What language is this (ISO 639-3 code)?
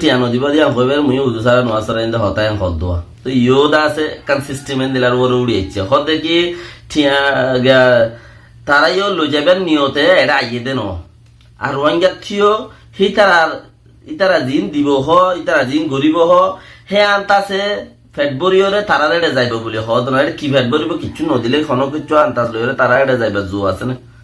rhg